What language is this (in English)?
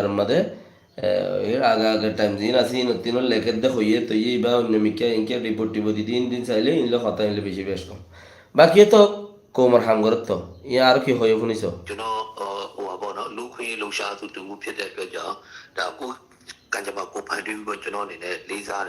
Rohingya